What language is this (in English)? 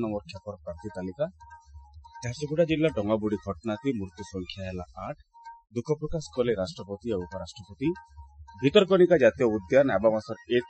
Odia